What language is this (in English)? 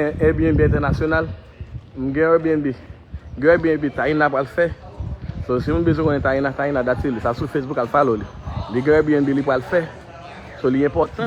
Haitian Creole